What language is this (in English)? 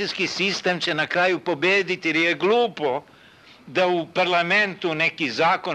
Serbian